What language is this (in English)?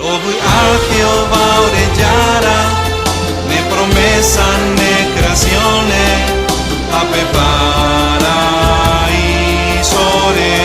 Guarani